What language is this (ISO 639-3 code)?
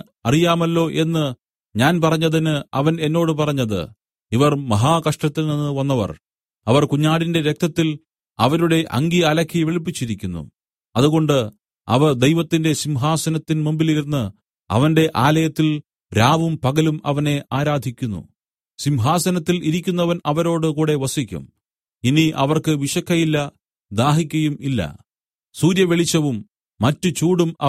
mal